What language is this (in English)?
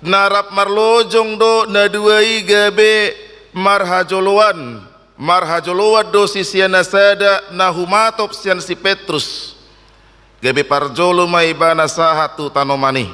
Batak Toba